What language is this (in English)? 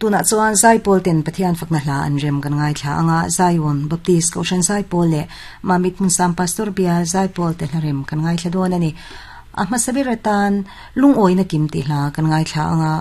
Mizo